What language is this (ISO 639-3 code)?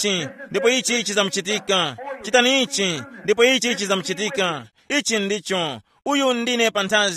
tum